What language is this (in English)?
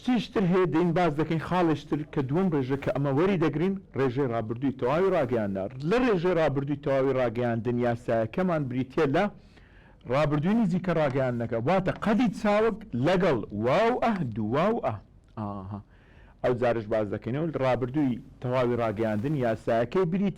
Central Kurdish